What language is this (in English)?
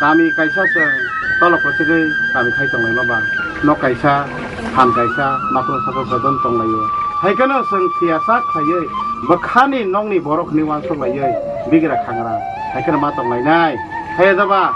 Kok Borok